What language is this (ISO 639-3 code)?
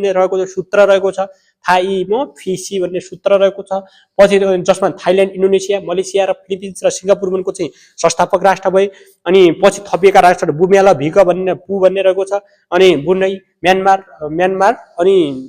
nep